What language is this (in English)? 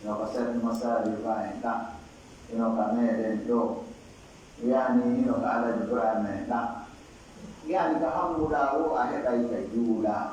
Pular